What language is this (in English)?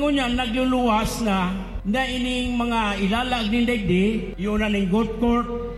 Bikol